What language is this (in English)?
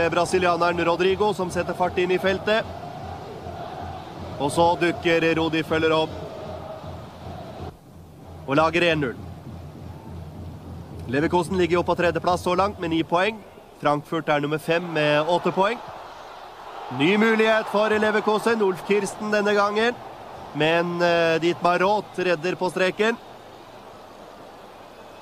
Norwegian